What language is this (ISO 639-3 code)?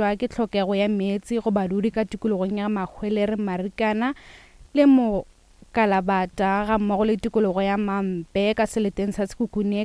nso